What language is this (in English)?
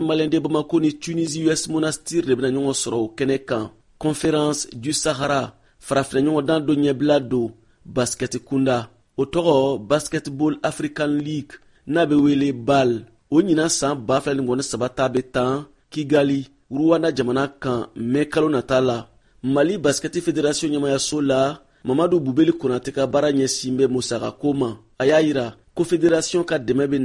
Bambara